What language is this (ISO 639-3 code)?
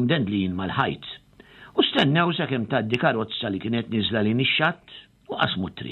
mlt